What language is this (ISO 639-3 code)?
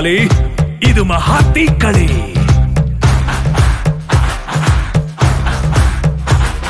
mal